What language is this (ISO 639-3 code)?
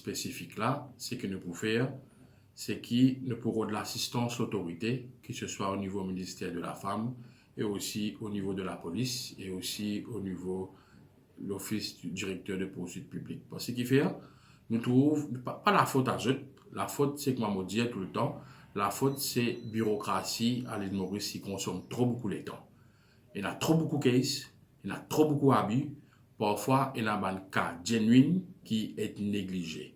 mfe